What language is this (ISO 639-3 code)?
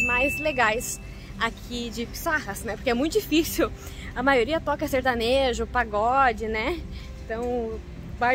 por